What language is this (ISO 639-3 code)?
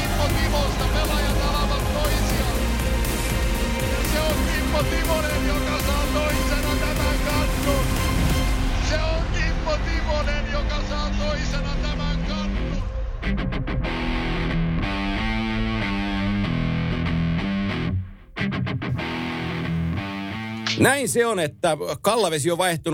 fin